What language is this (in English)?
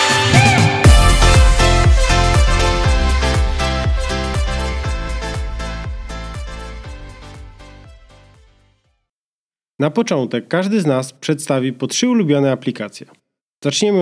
Polish